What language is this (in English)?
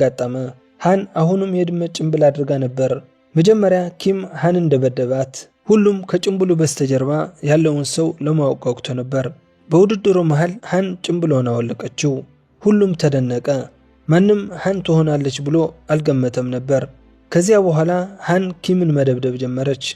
Amharic